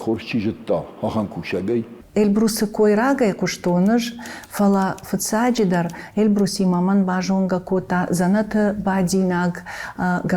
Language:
Ossetic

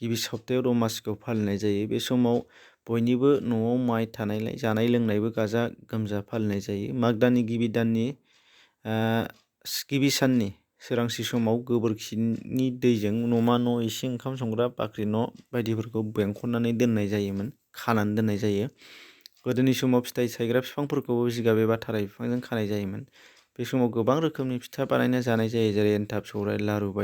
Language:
Bodo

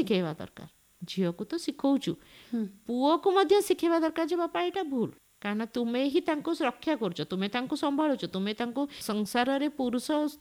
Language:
Odia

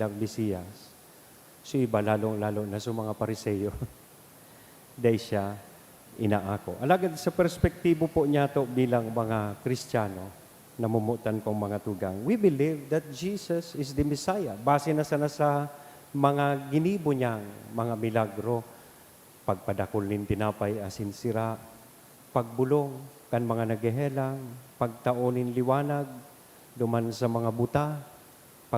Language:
Bikol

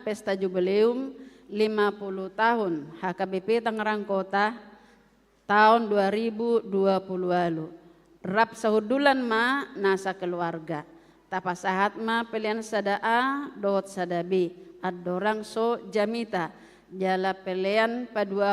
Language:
Batak Toba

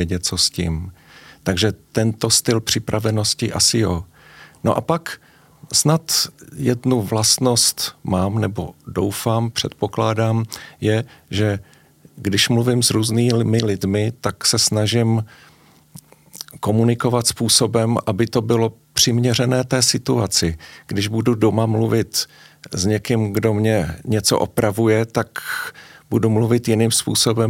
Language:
Czech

